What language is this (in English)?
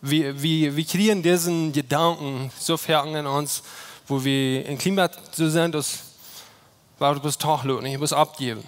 Plautdietsch